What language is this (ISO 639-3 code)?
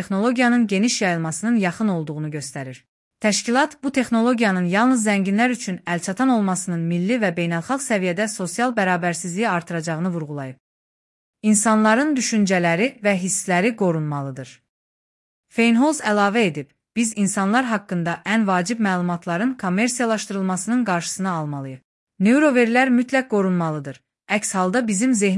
aze